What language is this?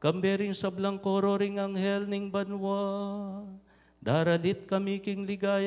Pampanga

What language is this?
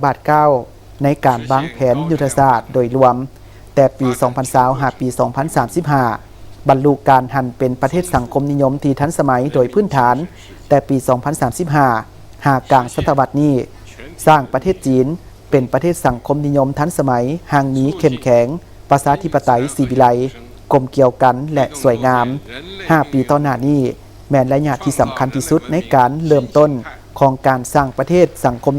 Lao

